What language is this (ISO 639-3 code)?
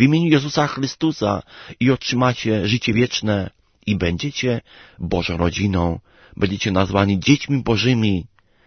pol